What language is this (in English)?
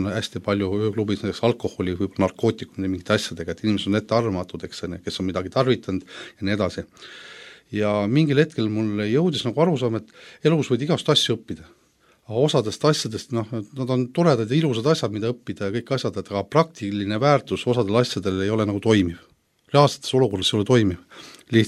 Estonian